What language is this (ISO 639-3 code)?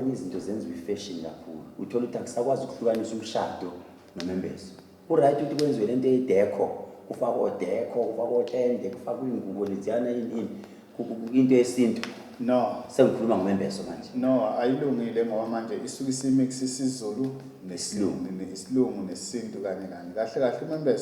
zul